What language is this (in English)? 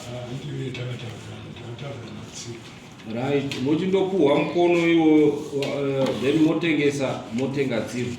Shona